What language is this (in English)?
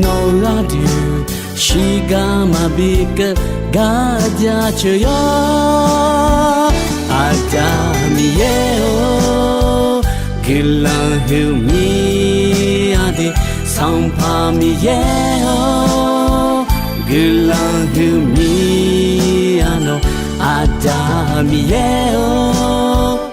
Akha